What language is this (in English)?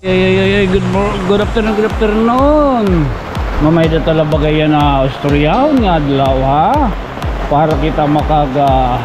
Waray